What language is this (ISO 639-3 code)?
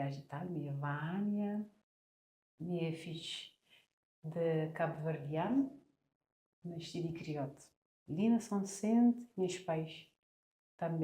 kea